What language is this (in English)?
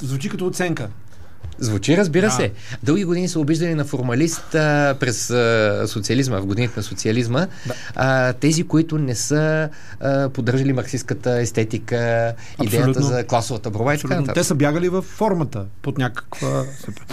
Bulgarian